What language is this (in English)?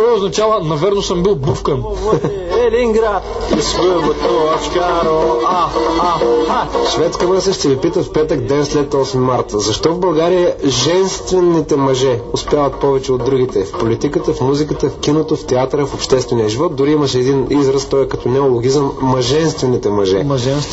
Bulgarian